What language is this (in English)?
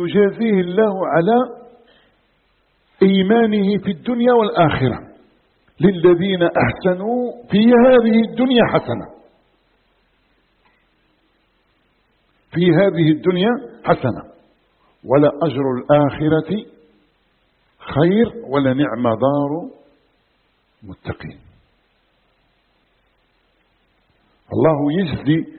Arabic